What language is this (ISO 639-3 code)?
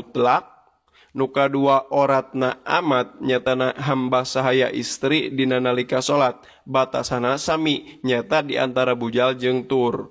sun